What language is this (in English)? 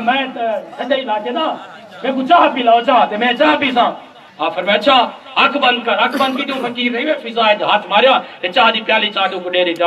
Saraiki